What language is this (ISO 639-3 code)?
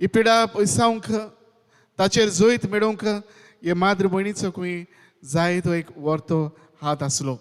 kok